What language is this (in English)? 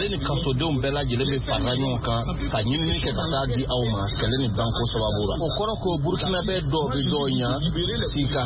Bambara